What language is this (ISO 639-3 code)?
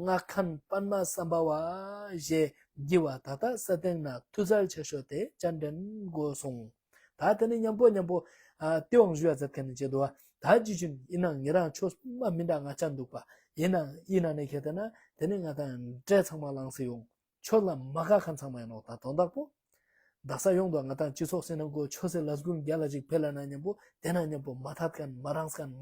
lbj